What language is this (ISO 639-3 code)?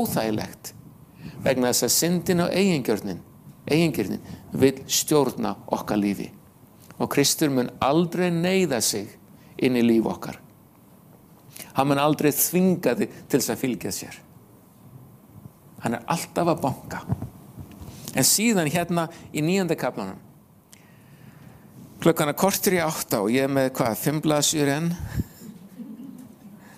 isl